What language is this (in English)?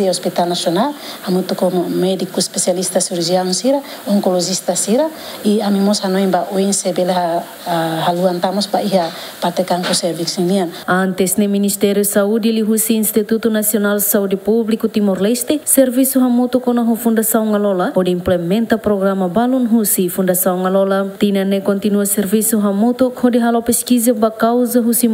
Tetum